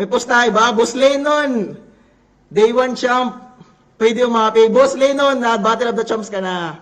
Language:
Waray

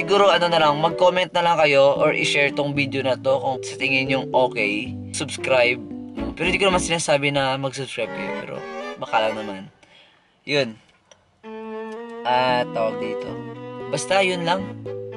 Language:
Filipino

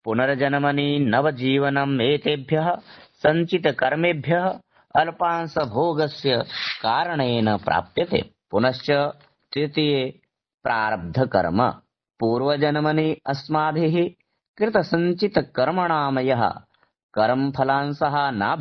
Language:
Sanskrit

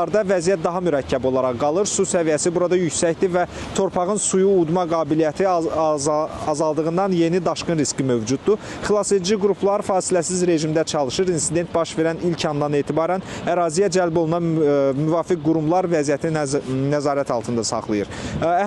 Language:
Azerbaijani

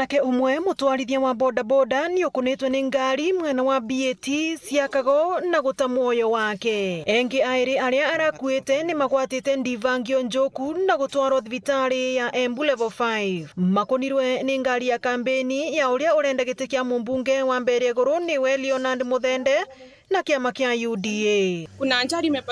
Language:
Meru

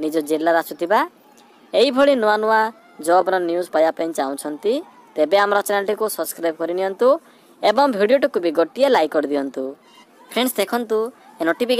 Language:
Odia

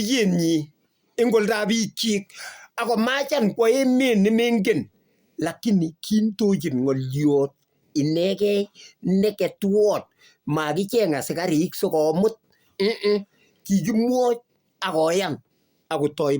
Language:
Kalenjin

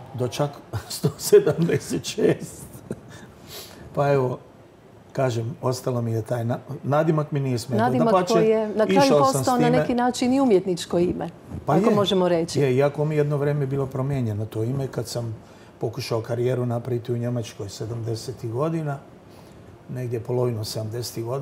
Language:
Croatian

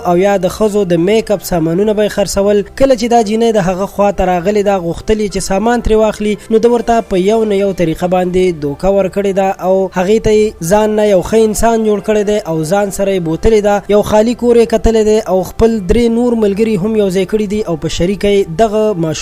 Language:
Pashto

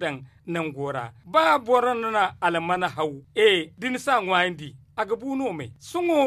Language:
Zarma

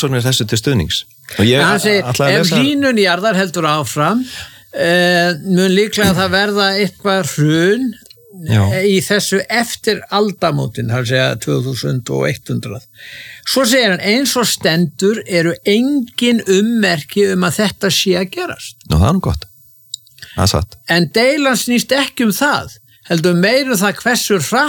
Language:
Icelandic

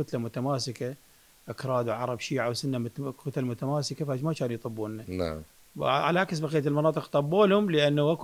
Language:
Mesopotamian Arabic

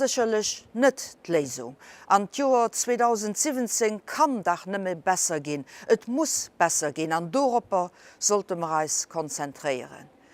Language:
Luxembourgish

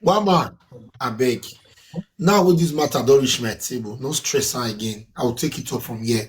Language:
Nigerian Pidgin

